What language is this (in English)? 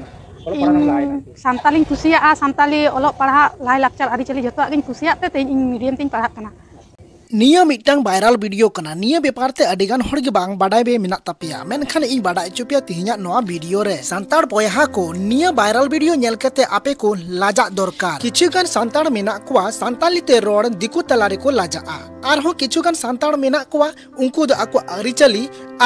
Santali